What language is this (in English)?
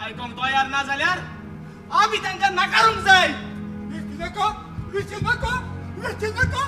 Konkani